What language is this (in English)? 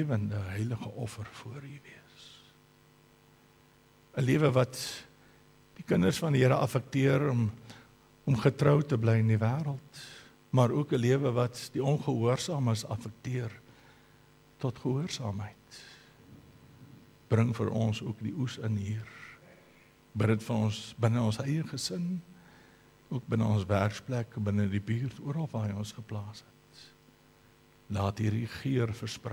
Afrikaans